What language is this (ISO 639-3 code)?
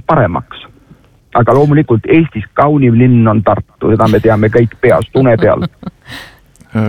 est